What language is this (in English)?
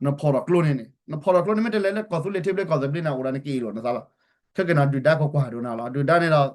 S'gaw Karen